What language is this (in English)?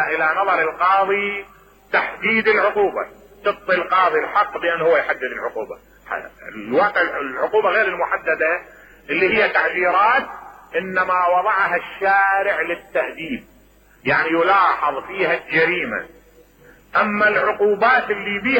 Mesopotamian Arabic